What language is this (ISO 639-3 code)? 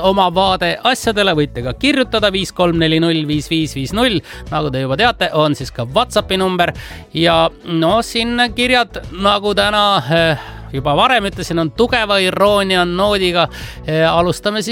est